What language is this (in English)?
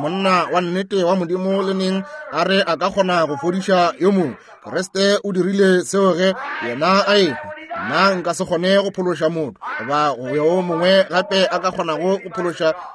Northern Sotho